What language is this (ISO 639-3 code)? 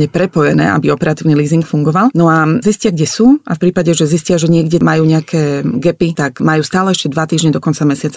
slk